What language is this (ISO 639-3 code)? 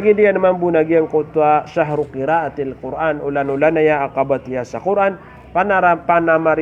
mrw